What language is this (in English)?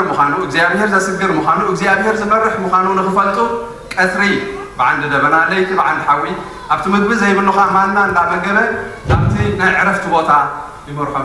Tigrinya